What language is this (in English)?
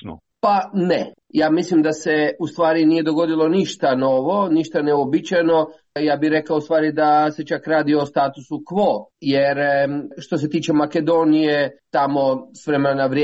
Croatian